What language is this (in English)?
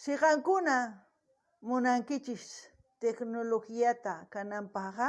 South Bolivian Quechua